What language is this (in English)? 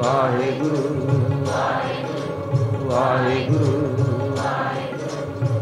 Punjabi